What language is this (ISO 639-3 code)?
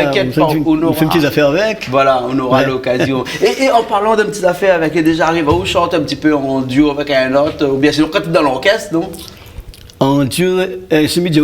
rcf